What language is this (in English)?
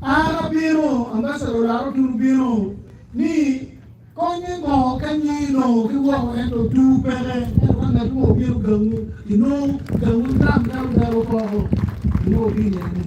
Acoli